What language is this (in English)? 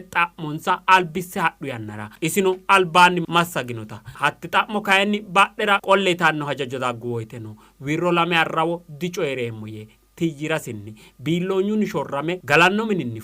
Sidamo